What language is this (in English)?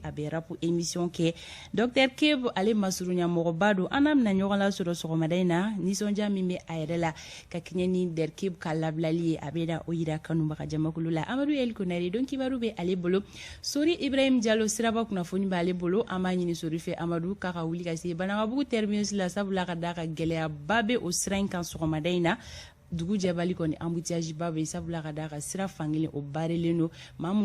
Bambara